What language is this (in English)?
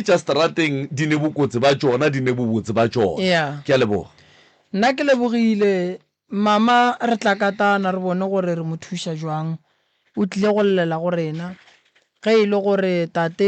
Northern Sotho